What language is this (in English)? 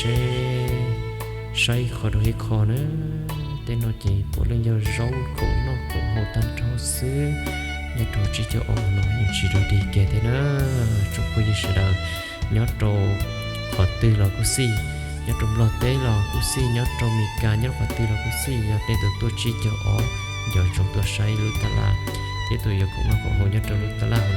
Hmong